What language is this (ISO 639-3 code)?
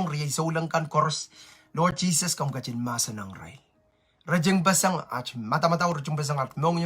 pon